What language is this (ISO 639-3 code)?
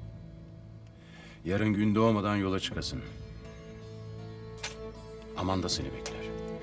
tur